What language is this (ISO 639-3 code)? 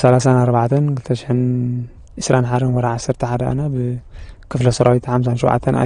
tir